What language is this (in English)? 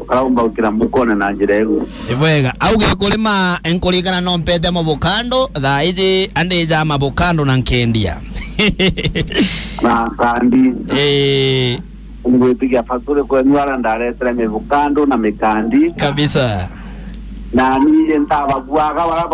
Meru